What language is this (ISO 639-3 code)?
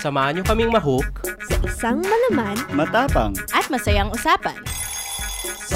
fil